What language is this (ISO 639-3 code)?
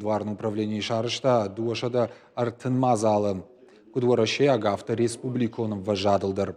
oss